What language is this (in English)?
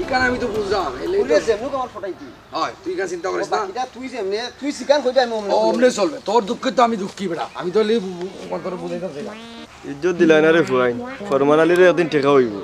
Sylheti